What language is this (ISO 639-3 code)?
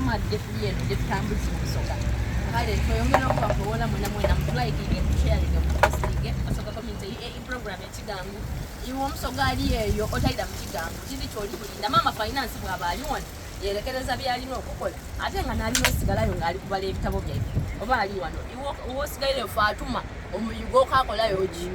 xog